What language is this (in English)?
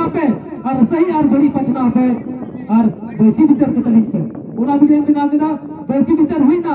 Santali